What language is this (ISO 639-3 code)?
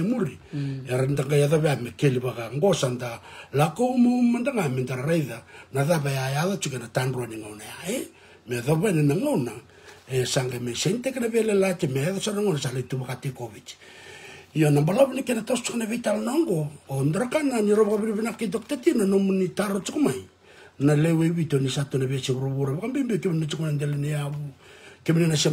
fij